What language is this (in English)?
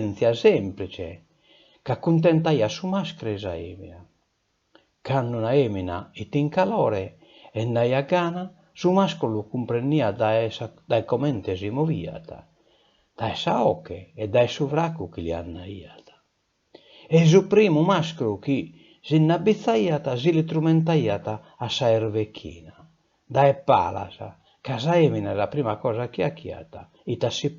Sardinian